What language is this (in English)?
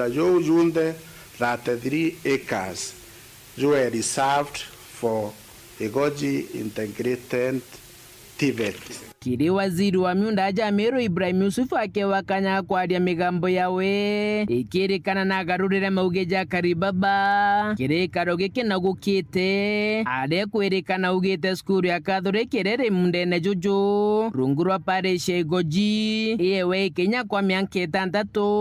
Meru